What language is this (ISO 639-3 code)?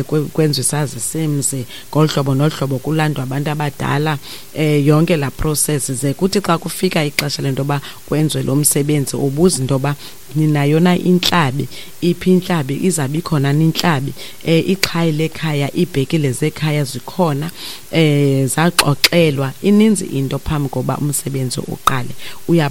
xho